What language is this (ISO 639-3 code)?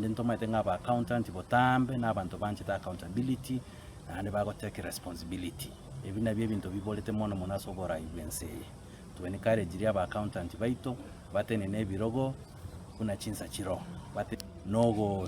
guz